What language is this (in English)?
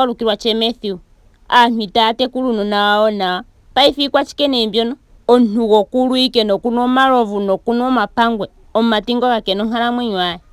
Ndonga